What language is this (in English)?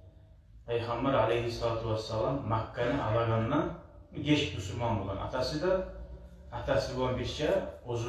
Kumyk